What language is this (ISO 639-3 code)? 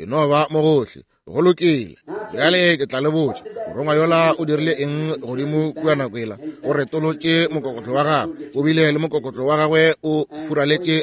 nso